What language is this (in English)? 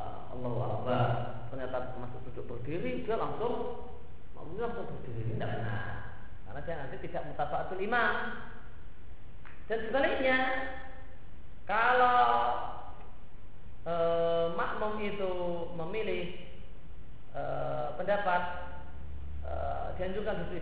Indonesian